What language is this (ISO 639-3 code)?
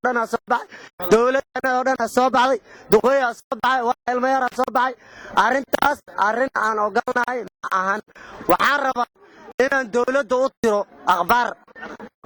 som